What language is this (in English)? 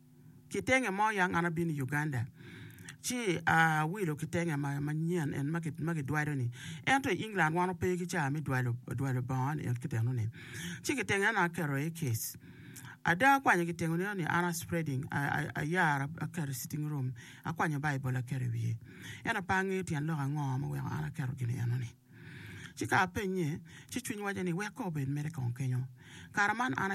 Acoli